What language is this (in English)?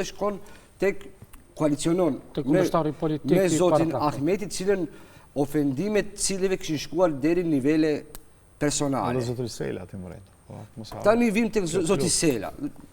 Albanian